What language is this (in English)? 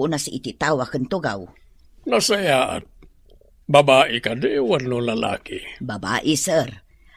Iloko